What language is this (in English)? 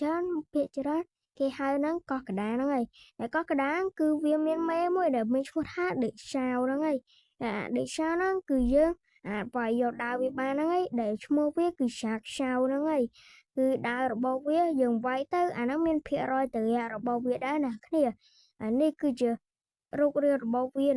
Khmer